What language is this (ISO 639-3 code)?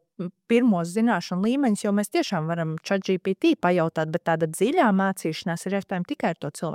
lav